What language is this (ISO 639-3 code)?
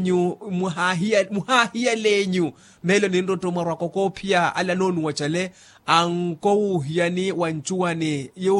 vmw